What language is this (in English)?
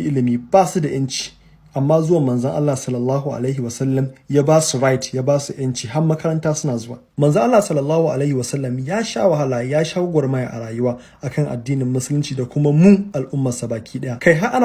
Hausa